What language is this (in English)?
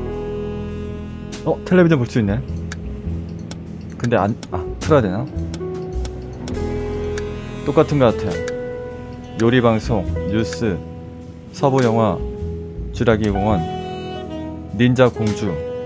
Korean